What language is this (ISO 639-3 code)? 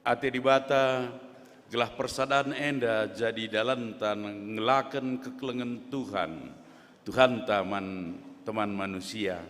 btx